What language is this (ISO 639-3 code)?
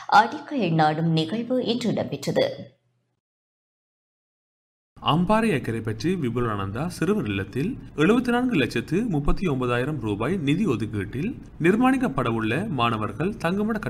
tam